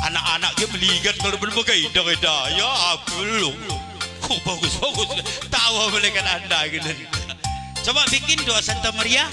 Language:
Batak Karo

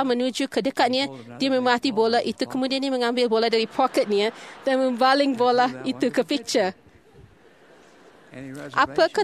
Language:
Malay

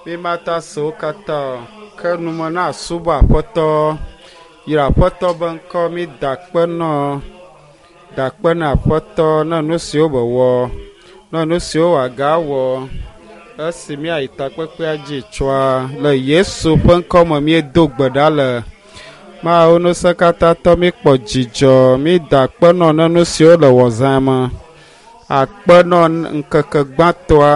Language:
Ewe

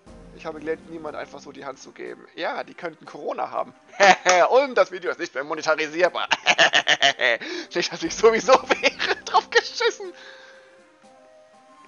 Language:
German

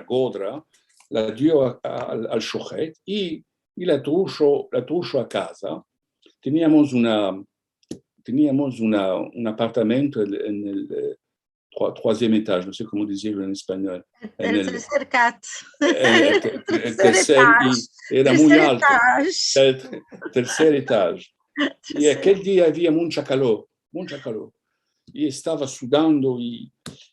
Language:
Ladino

